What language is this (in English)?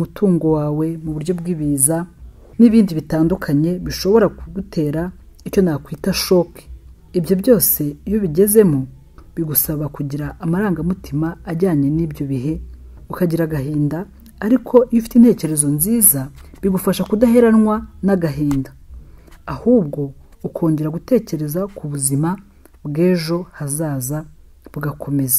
Kinyarwanda